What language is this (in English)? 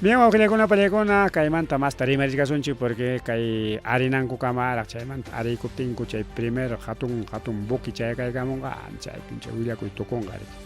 Ayacucho Quechua